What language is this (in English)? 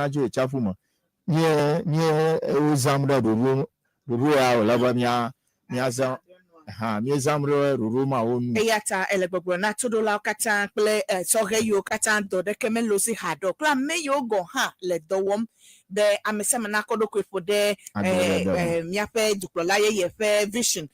Ewe